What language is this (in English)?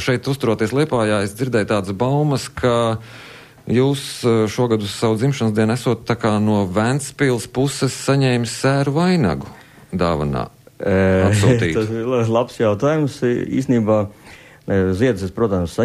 Latvian